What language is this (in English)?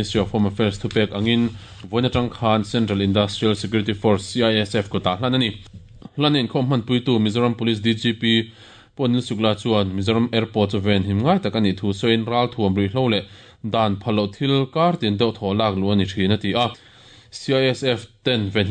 Mizo